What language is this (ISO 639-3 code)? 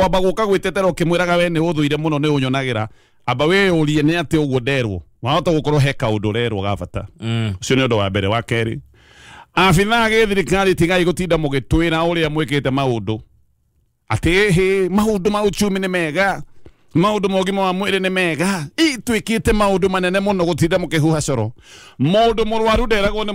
kik